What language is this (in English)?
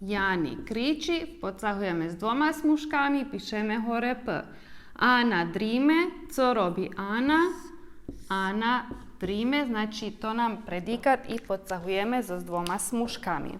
Rusyn